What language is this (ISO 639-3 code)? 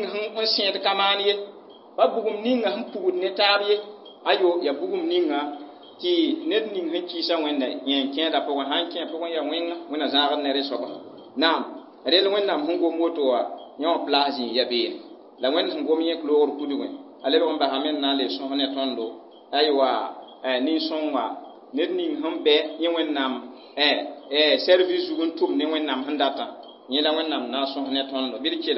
mos